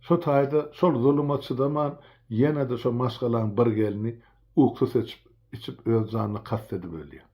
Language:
Turkmen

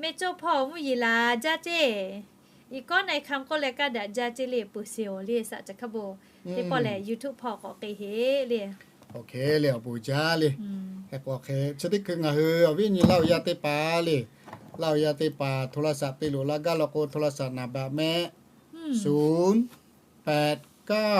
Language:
Lahu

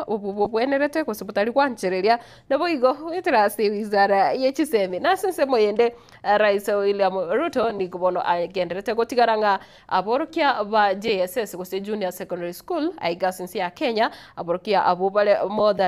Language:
Gusii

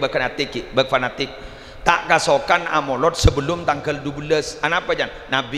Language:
Madurese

